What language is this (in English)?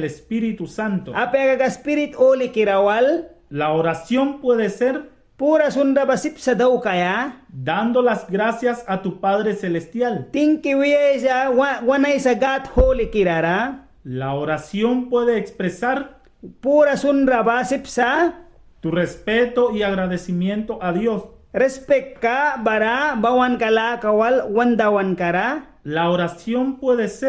Mískito